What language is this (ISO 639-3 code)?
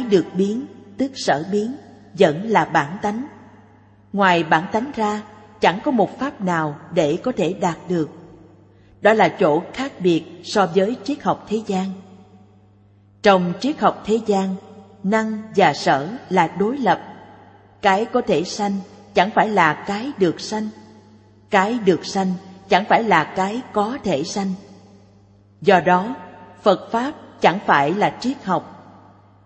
vie